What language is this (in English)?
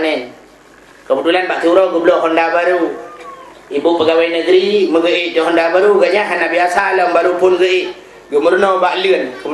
Achinese